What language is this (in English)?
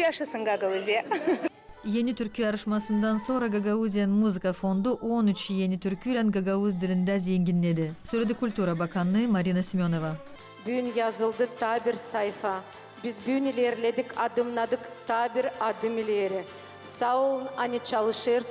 Gagauz